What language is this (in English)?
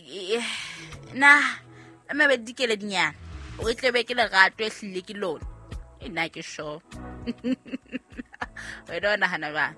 Southern Sotho